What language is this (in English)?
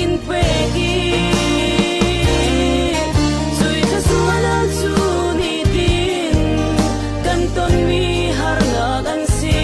Falam Chin